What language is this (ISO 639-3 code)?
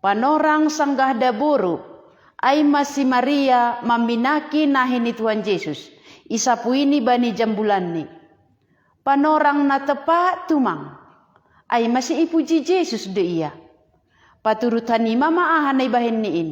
bts